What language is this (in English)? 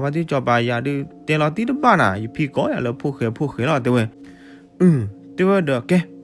S'gaw Karen